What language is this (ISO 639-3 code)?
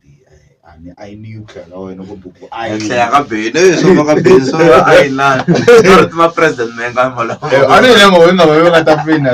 tso